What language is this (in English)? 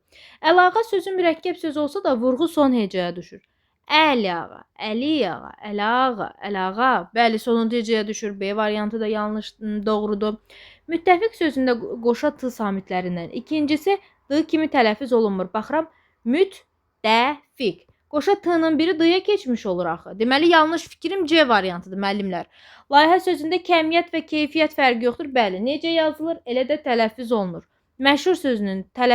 Azerbaijani